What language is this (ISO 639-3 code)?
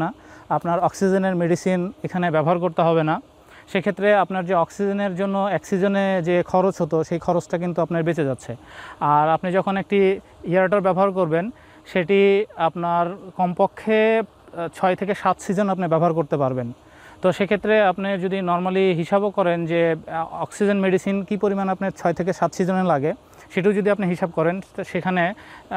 ben